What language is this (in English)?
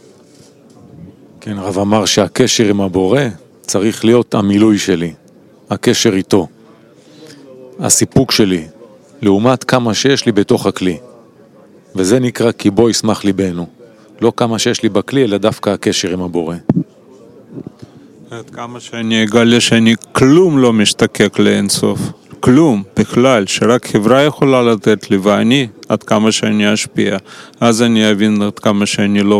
Hebrew